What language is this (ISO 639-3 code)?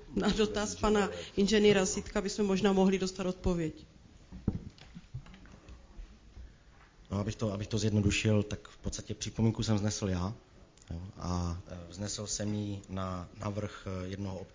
ces